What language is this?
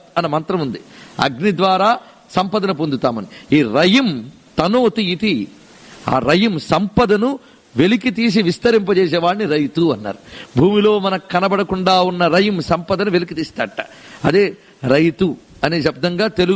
Telugu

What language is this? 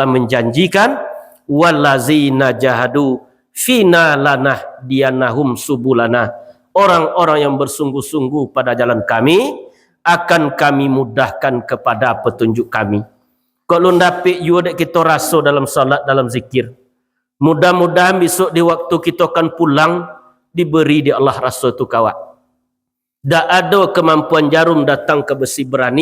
Minangkabau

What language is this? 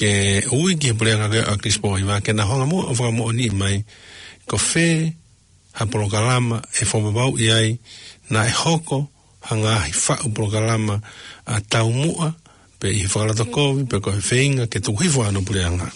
Tongan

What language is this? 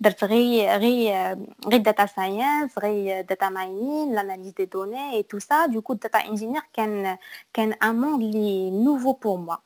Moroccan Arabic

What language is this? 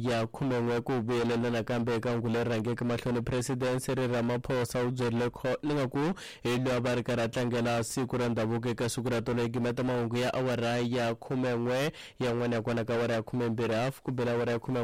Tsonga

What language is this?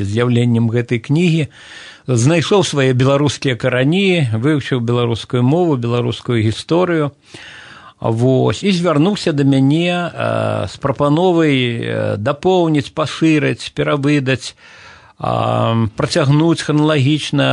Belarusian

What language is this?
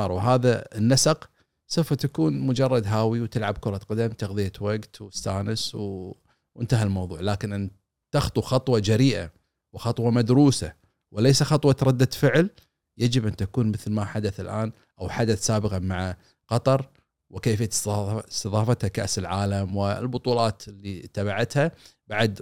Gulf Arabic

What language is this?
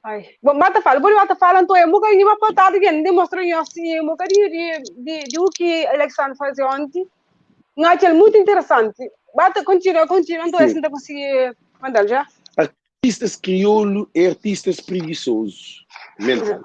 Kabuverdianu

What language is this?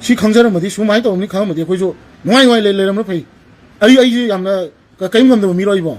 Manipuri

